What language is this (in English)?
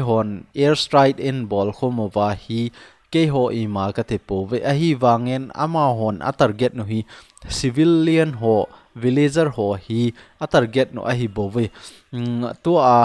Thado Chin